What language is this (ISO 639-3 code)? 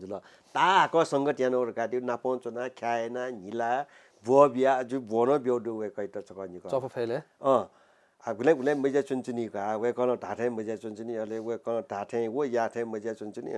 new